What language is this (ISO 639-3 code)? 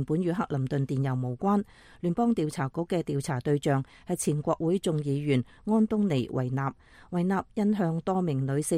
yue